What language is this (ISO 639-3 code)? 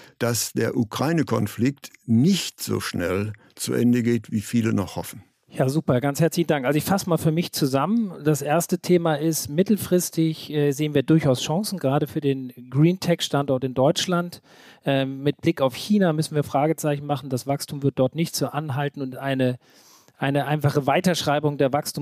deu